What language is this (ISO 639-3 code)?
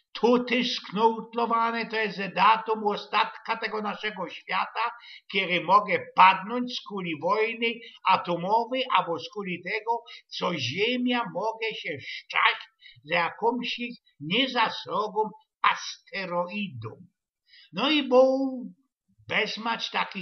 szl